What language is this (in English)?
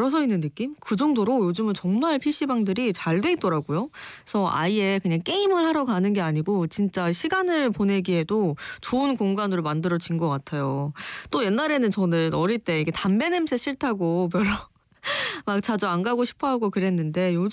Korean